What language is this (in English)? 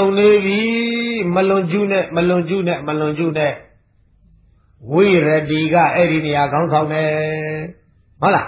Burmese